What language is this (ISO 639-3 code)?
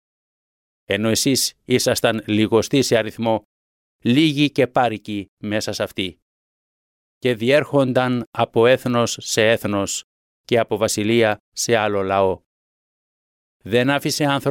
ell